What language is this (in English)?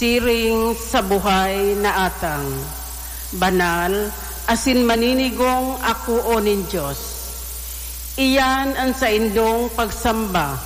Bikol